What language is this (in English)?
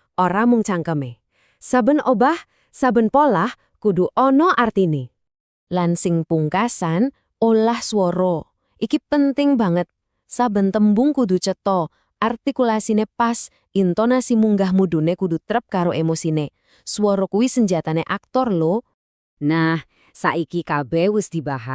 Javanese